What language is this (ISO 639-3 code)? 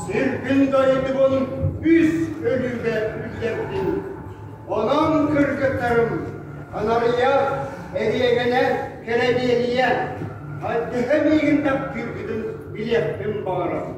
sah